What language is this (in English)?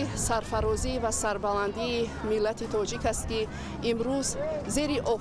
Tajik